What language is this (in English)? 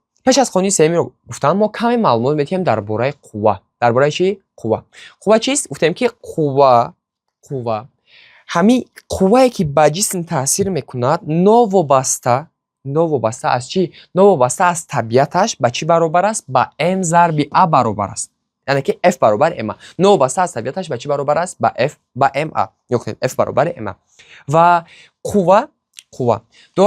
Tajik